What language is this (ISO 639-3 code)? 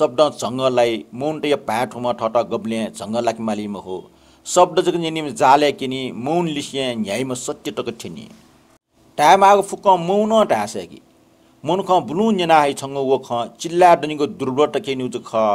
new